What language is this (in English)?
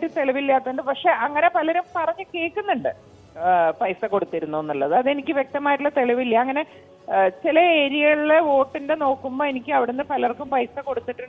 Malayalam